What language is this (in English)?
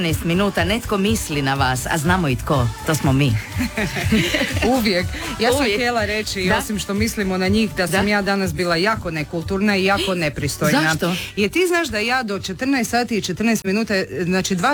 Croatian